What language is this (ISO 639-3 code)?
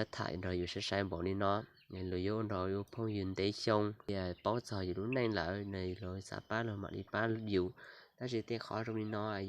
hmn